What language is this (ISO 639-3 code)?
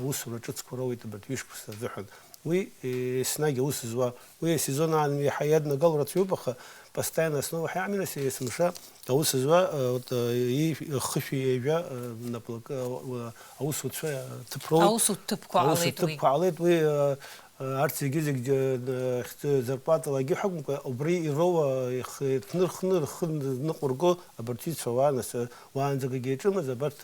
abk